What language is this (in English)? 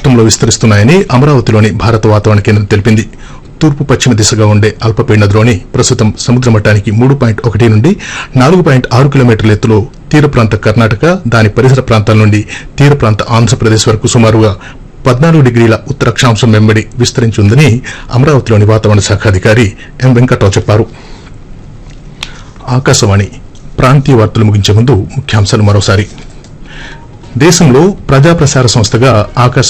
Telugu